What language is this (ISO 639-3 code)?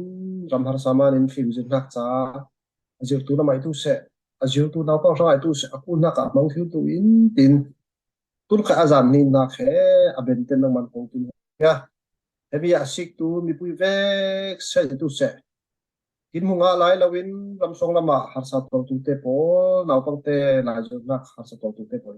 cfm